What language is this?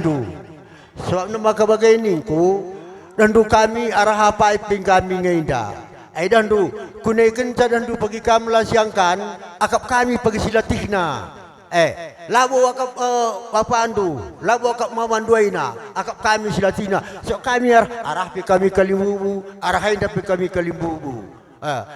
Batak Karo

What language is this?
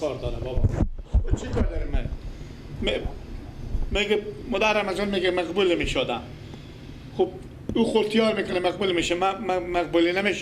Persian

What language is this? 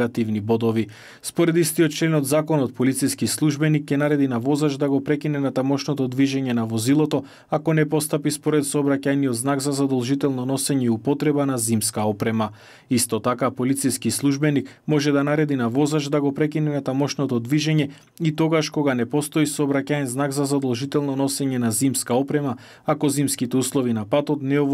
Macedonian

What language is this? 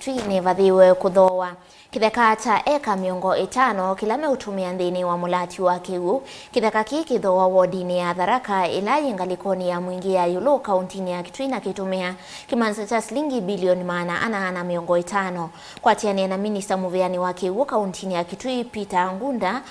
Kamba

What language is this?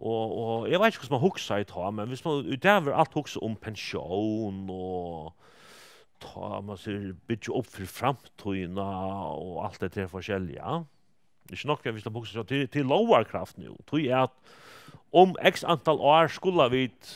Faroese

